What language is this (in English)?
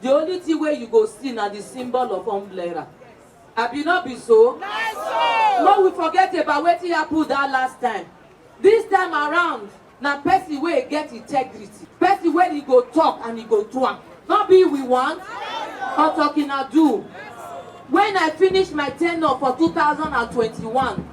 Nigerian Pidgin